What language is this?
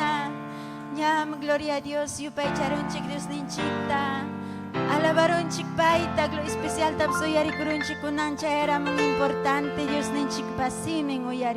Ayacucho Quechua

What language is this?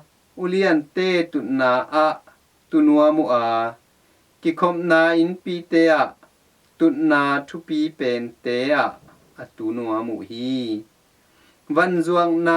Tedim Chin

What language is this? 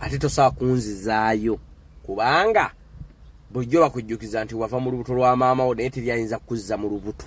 Ganda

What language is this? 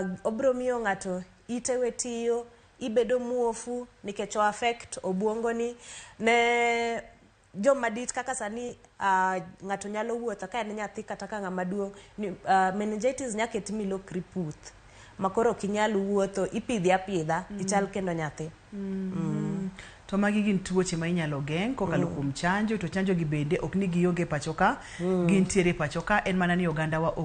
Luo (Kenya and Tanzania)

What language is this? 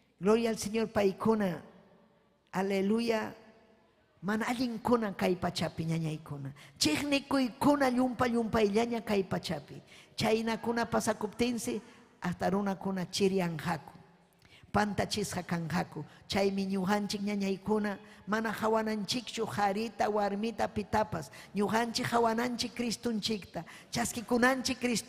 Ayacucho Quechua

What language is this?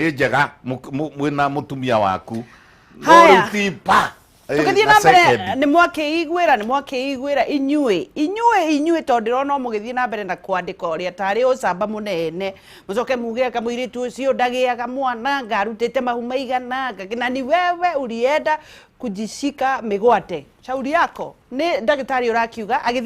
Kikuyu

